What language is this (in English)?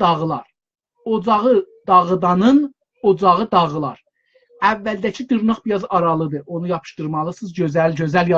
South Azerbaijani